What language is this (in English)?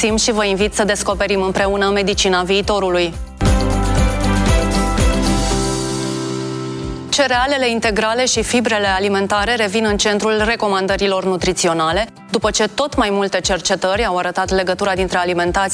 Romanian